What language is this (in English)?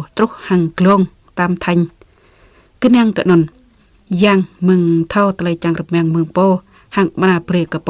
Jarai